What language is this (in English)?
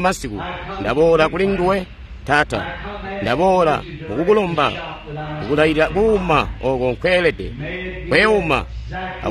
Tonga (Zambia)